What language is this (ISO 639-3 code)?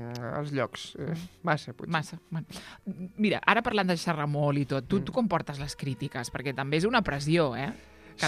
cat